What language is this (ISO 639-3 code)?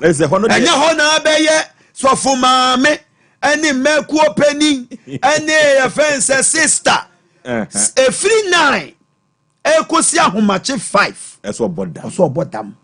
aka